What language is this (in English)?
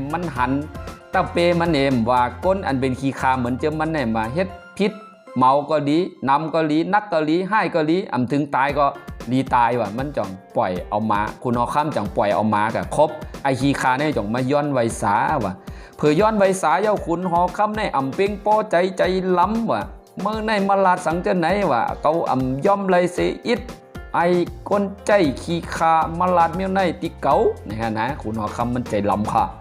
Shan